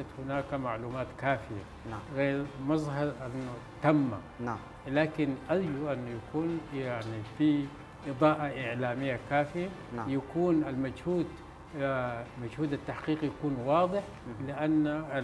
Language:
Sudanese Arabic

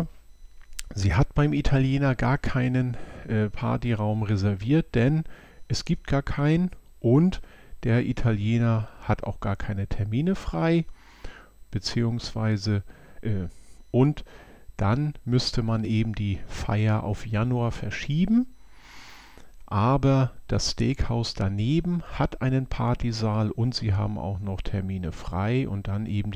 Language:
German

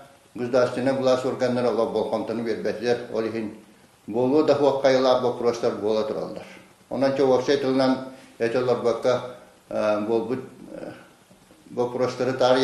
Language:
Yakut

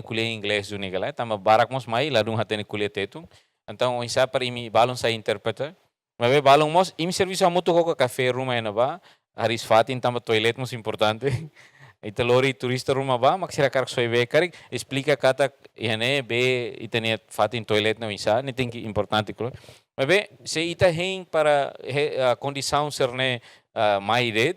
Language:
Tetum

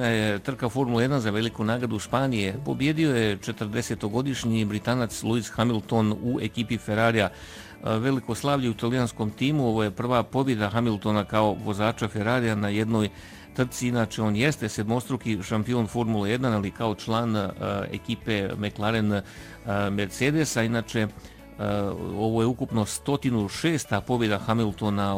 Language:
Bosnian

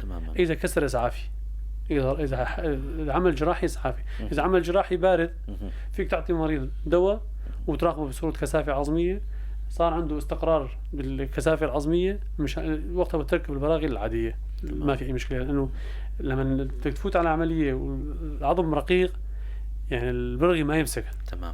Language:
North Levantine Arabic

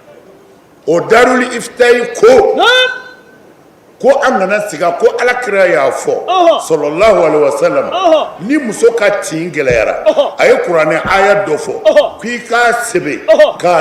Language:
Bambara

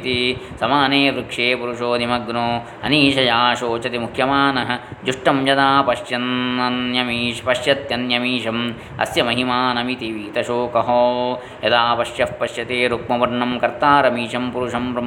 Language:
Sanskrit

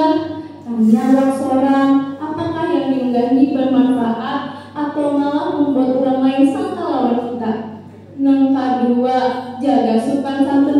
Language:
Banjar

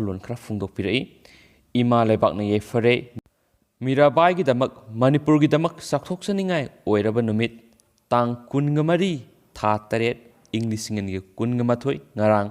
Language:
Manipuri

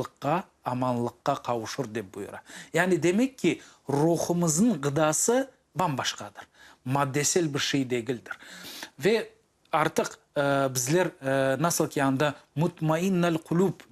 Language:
Crimean Tatar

